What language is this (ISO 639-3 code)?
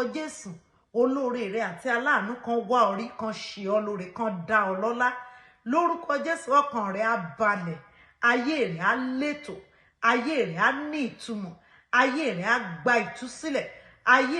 yor